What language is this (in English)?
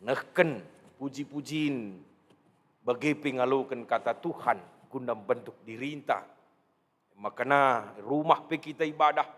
Batak Karo